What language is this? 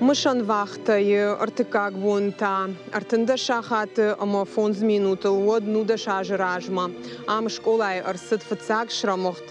Ossetic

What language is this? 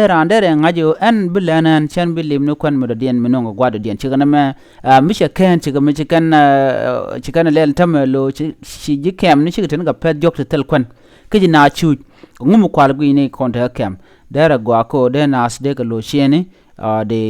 Nuer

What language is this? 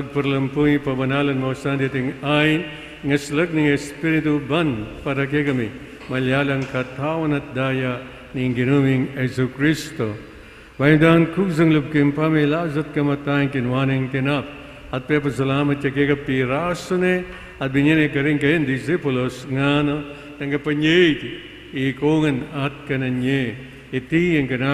Pampanga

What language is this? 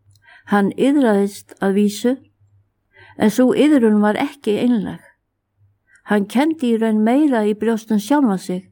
Icelandic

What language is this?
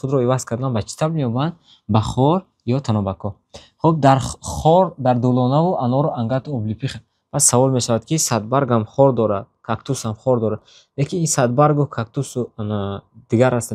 Tajik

